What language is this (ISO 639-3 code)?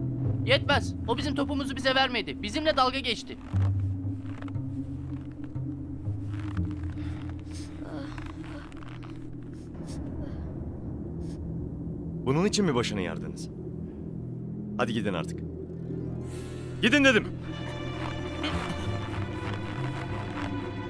tur